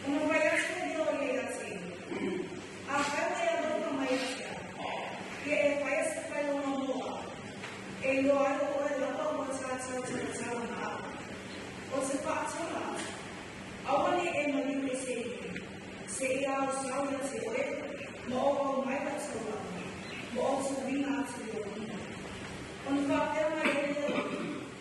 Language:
Samoan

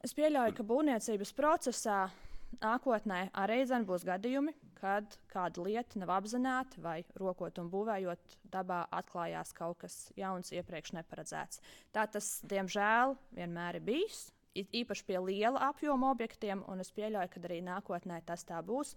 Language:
Latvian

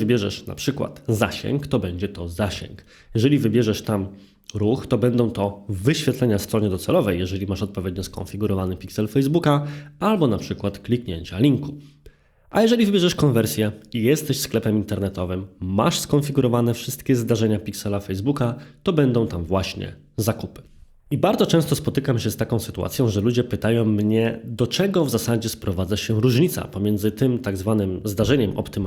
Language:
Polish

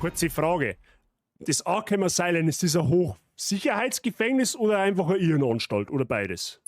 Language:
Bavarian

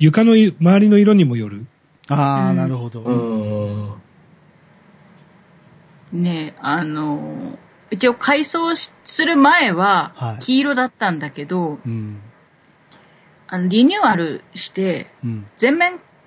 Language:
Japanese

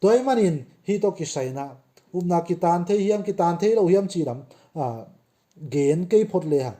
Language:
Tedim Chin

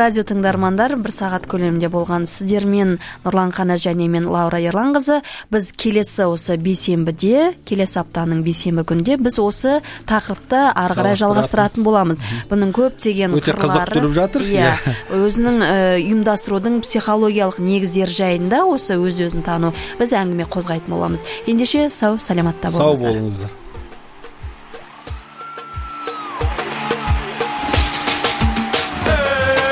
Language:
Kazakh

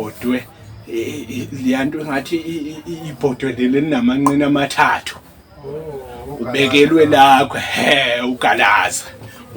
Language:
Zulu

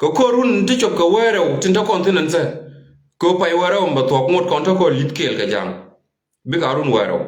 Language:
Nuer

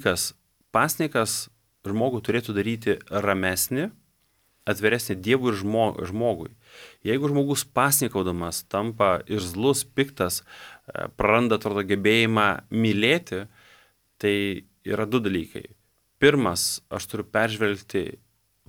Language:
Lithuanian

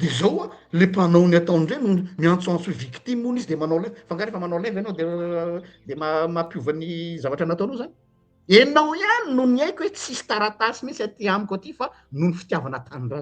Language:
Malagasy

